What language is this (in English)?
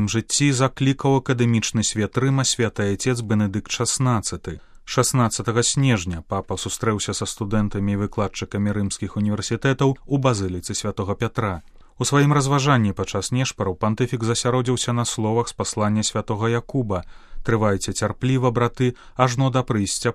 Belarusian